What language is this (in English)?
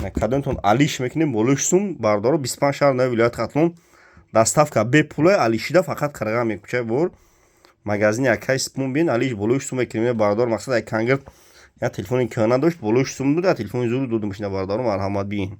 Tajik